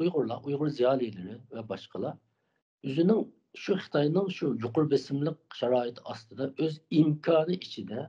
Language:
Uyghur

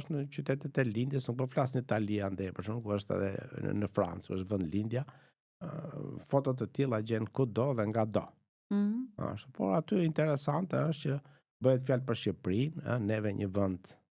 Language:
Albanian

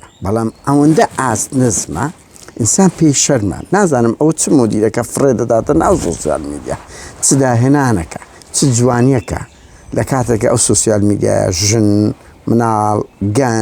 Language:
Central Kurdish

